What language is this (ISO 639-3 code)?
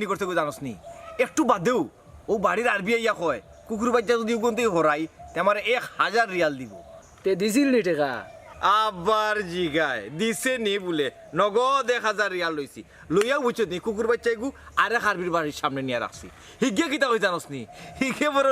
syl